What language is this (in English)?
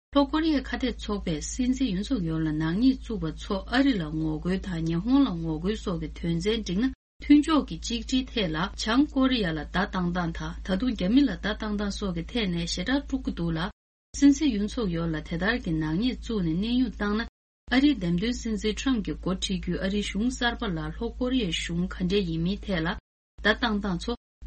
Tibetan